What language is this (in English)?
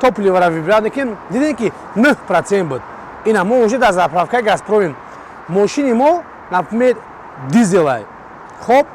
Tajik